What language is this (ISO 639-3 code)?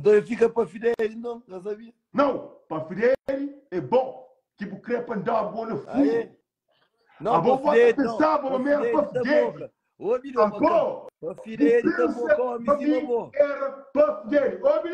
kea